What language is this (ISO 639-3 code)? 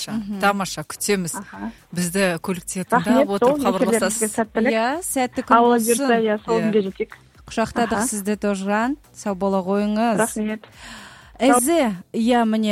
kaz